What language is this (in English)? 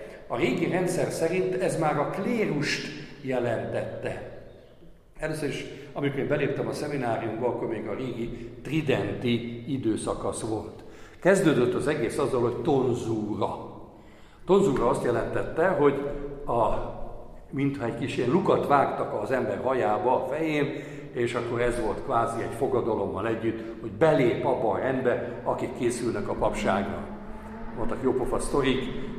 Hungarian